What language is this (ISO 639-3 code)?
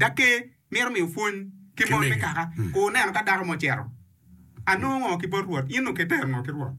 ach